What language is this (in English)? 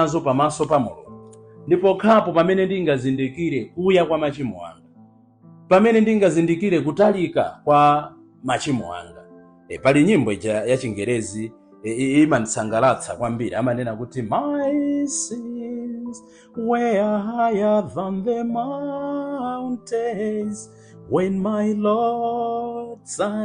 Nyanja